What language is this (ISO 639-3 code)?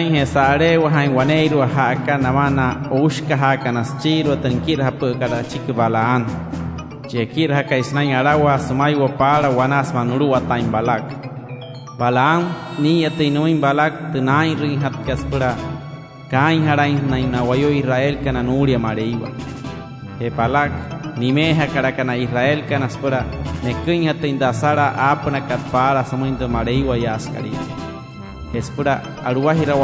guc